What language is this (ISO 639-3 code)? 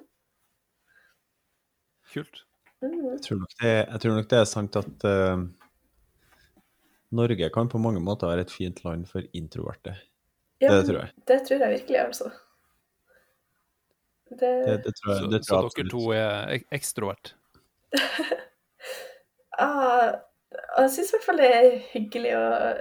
nor